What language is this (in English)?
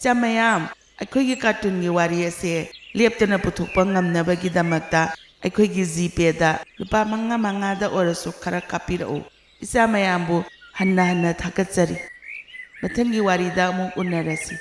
Manipuri